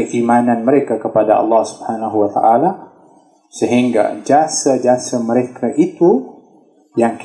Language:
Malay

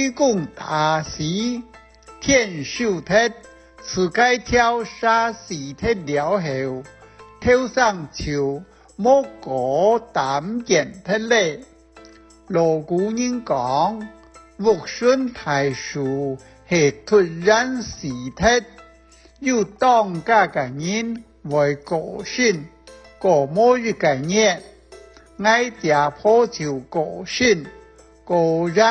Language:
Hakka Chinese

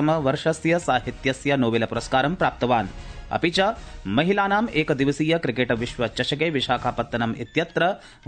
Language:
Sanskrit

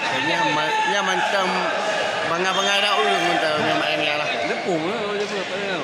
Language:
Achinese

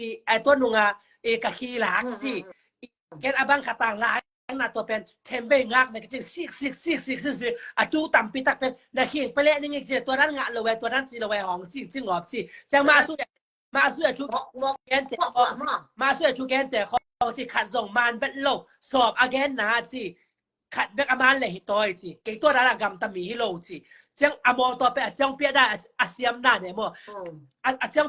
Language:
Tedim Chin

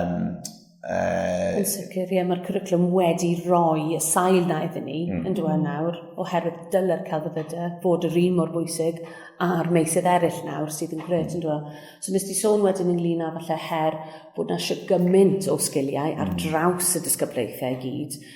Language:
Welsh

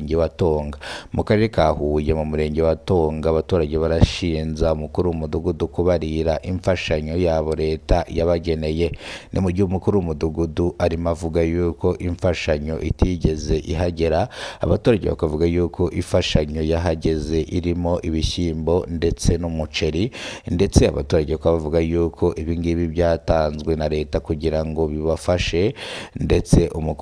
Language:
Kinyarwanda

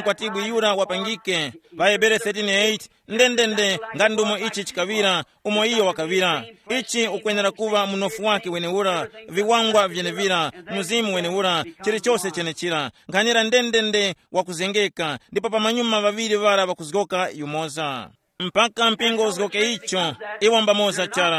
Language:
Tumbuka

